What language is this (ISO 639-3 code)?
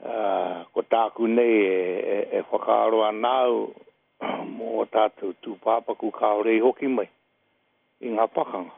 mri